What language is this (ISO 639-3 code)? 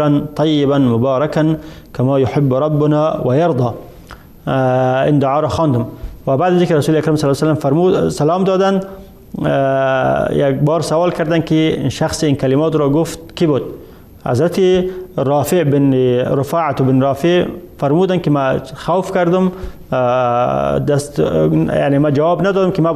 tgk